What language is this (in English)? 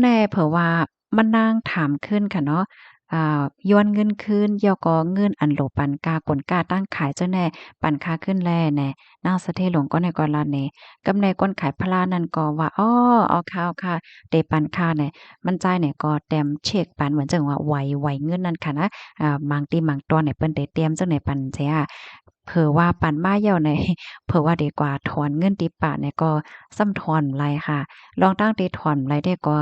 Shan